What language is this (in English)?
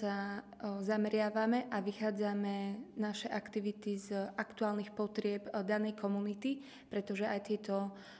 Slovak